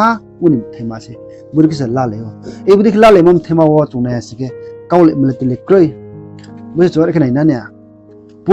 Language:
Riang (India)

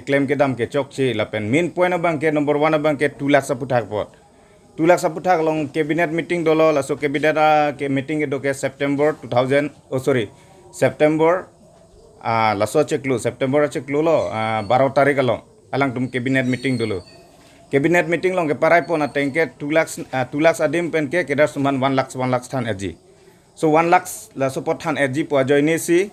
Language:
Karbi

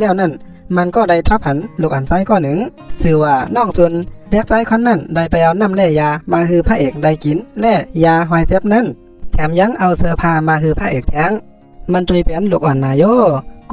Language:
Shan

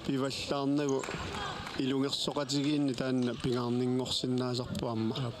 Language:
Kalaallisut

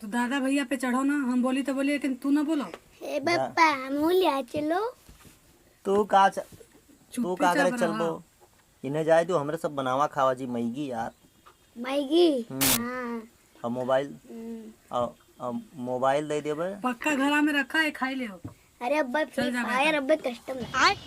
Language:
Awadhi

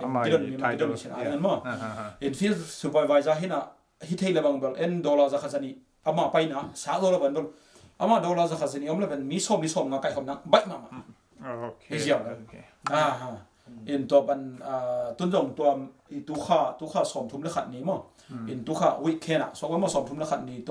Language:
Tedim Chin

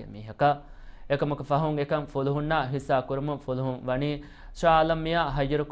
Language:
Divehi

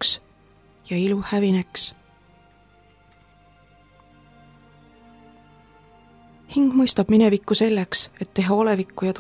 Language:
Estonian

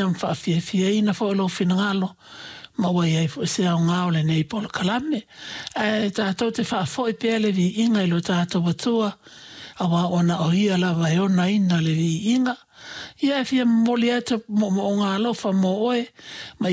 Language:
Samoan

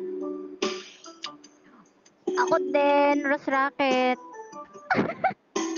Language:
Filipino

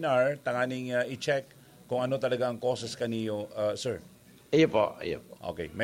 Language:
Bikol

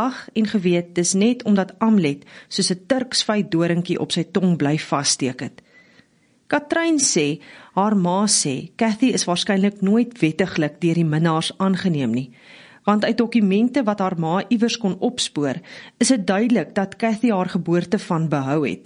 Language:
Afrikaans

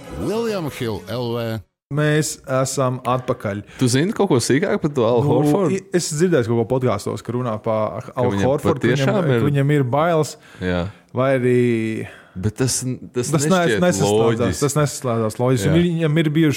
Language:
Latvian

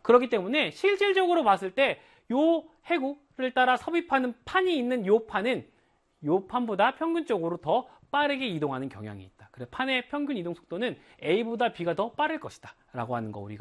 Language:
Korean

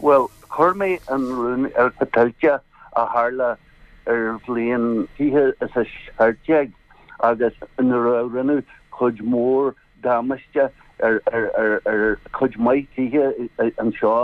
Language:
Irish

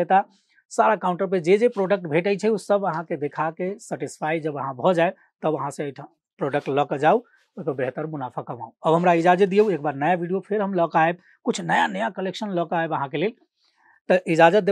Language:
Maithili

